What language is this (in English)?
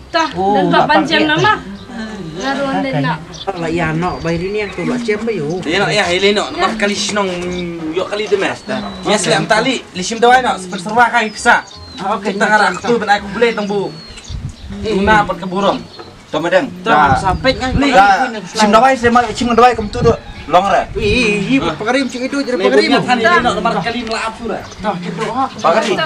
Khasi